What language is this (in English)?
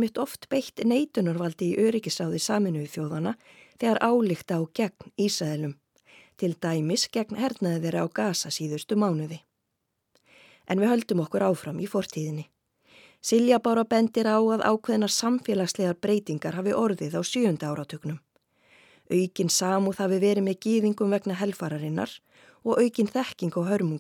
Icelandic